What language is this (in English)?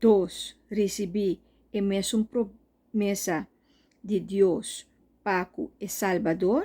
Papiamento